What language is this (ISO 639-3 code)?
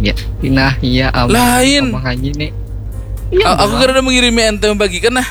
bjn